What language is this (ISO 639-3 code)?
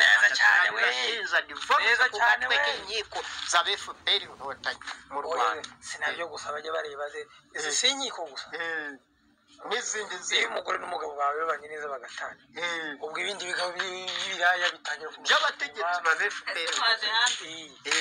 kin